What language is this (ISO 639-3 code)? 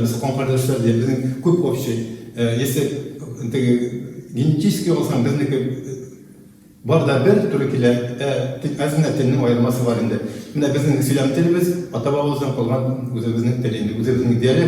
bak